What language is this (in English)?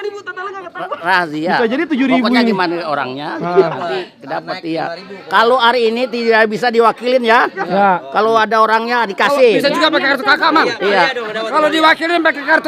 Betawi